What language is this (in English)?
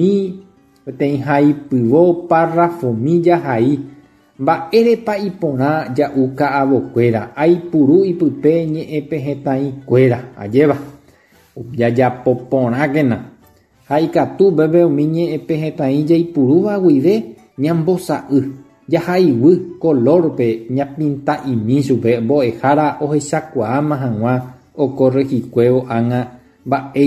Guarani